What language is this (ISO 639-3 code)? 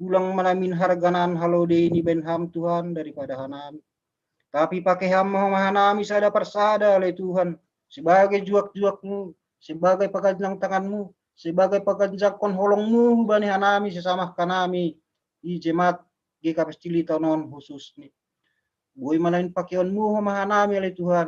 bts